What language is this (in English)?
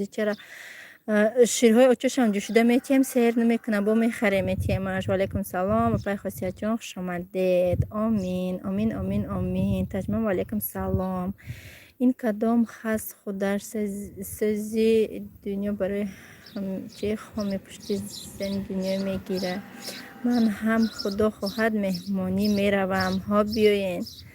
Tajik